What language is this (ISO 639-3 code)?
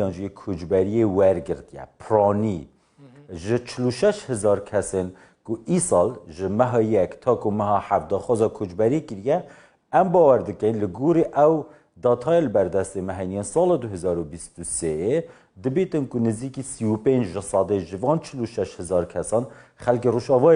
kur